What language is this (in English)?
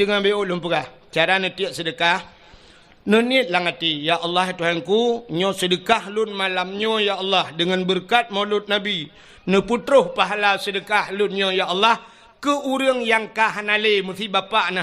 Achinese